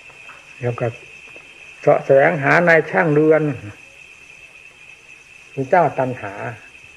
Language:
Thai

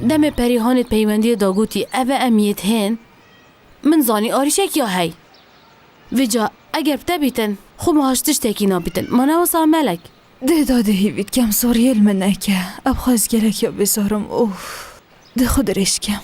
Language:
Kurdish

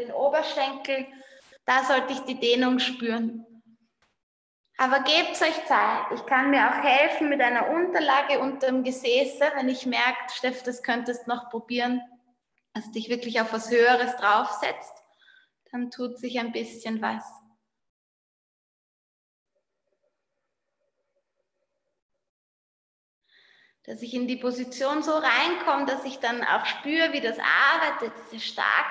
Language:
German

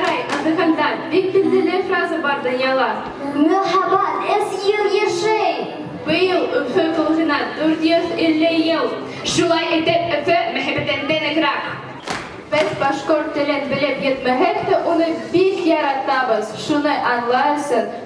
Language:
Bashkir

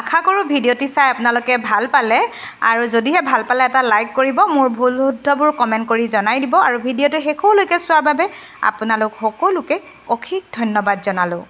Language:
Assamese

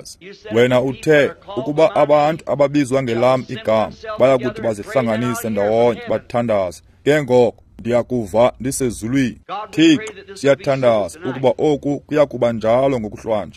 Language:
Xhosa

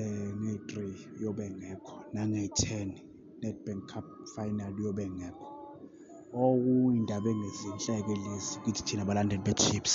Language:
Zulu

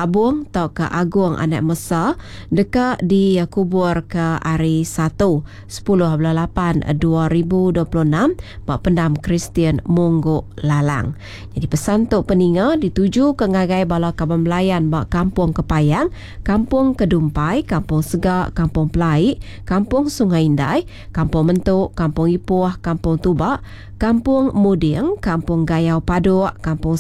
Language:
Iban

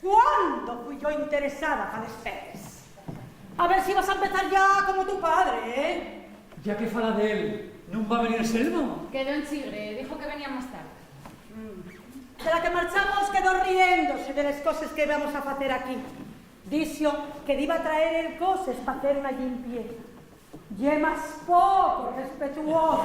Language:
Asturian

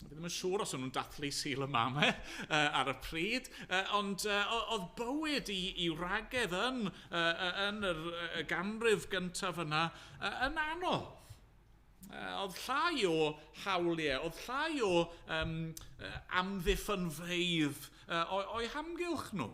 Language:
Welsh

